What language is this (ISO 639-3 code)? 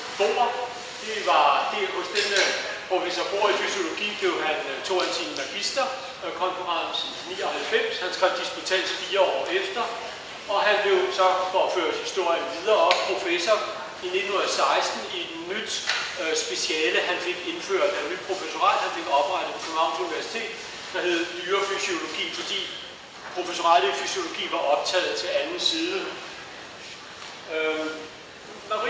dan